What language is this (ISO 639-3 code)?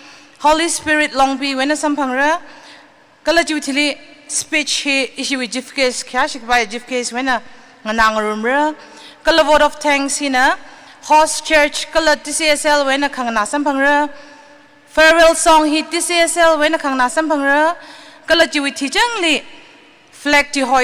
nmf